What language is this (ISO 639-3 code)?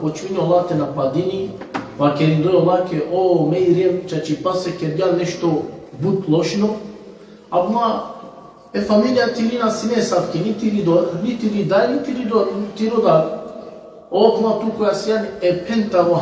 rmn